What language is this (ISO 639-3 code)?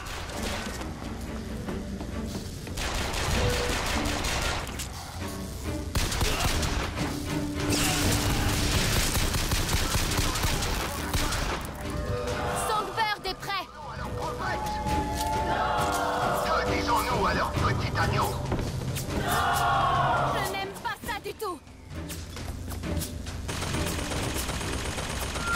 fra